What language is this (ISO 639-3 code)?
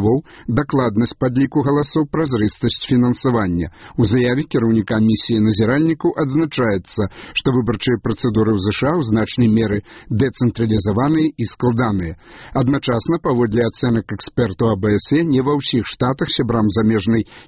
bel